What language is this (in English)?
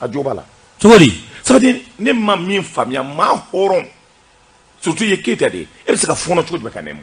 Bambara